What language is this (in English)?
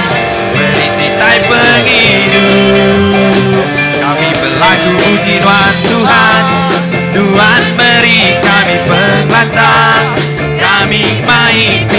Iban